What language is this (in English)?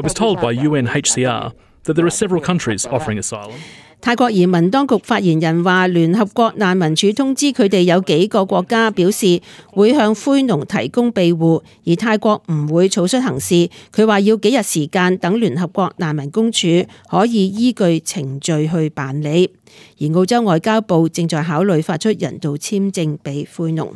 Cantonese